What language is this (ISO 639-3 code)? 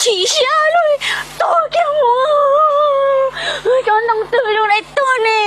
hmn